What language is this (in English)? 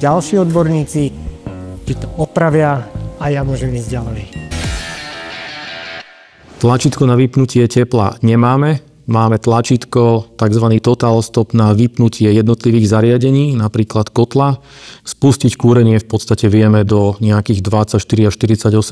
Slovak